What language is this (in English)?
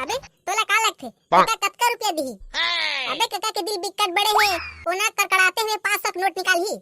Chhattisgarhi